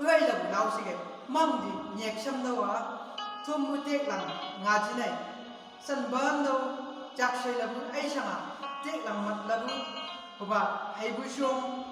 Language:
Chang Naga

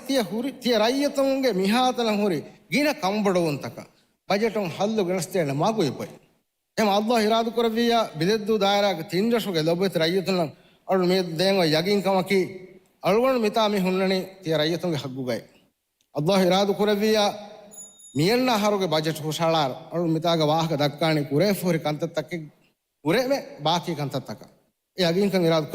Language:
Divehi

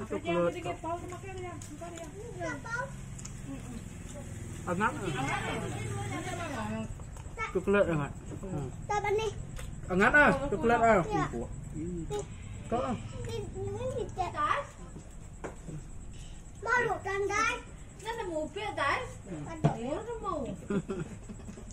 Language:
Malay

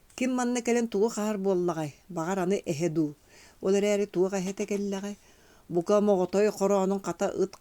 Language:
Yakut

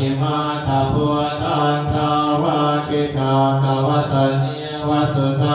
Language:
Pali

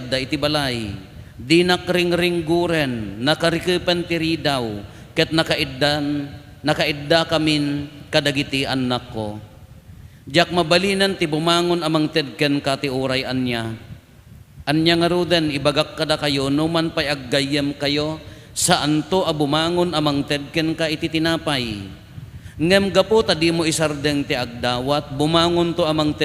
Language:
Iloko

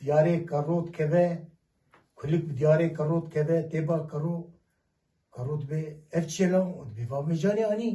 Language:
Kurdish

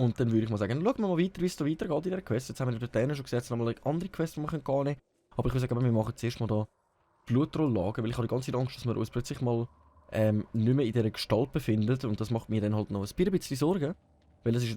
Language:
Swiss German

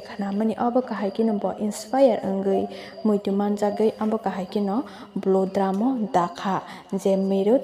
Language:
Kok Borok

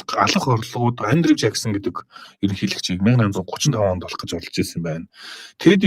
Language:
Mongolian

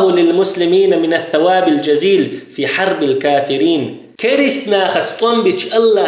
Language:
Chechen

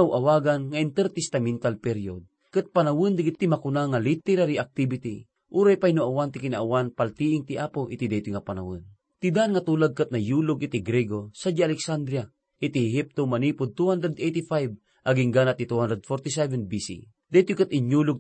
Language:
Iloko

